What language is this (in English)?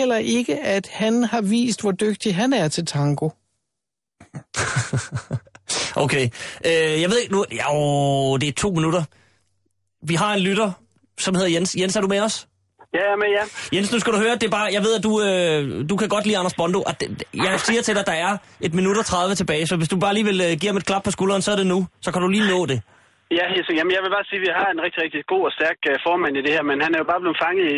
Danish